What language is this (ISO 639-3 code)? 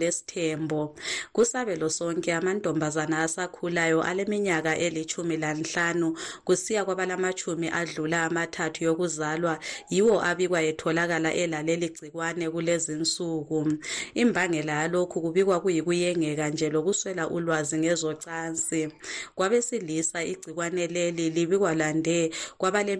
nde